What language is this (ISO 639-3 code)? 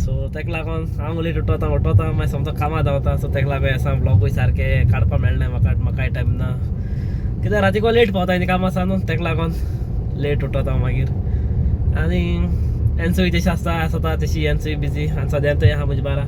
kok